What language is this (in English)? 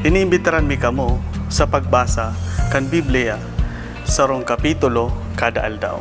Bikol